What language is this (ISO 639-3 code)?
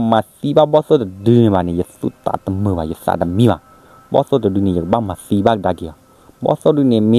ksw